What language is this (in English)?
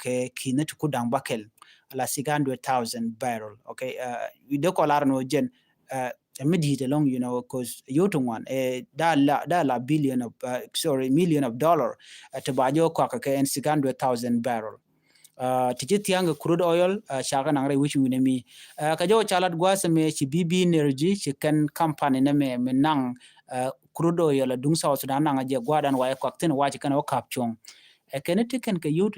Nuer